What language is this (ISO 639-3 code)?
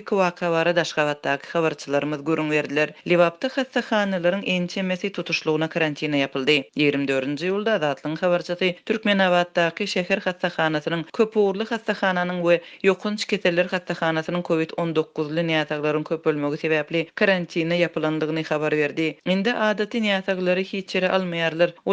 tuk